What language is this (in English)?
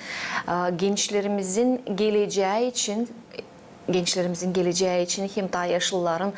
Gagauz